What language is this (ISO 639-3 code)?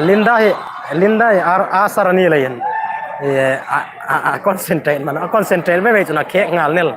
hmr